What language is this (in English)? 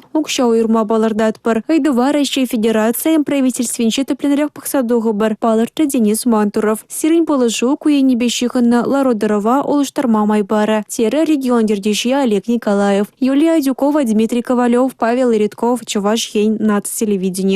Chuvash